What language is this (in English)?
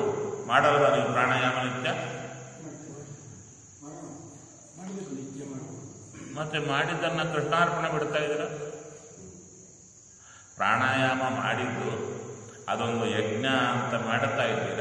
Kannada